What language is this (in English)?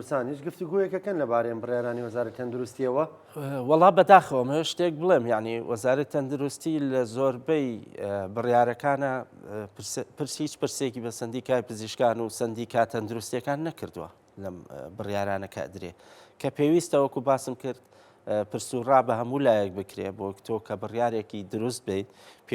Central Kurdish